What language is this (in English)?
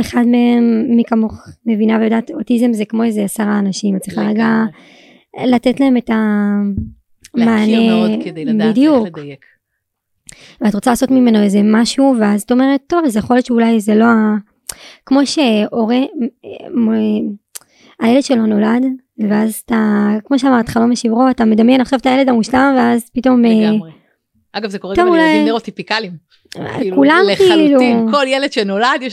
Hebrew